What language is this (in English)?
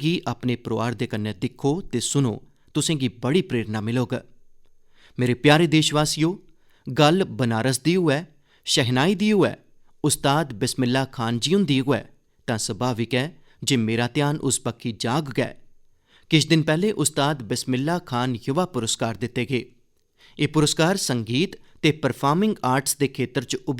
Dogri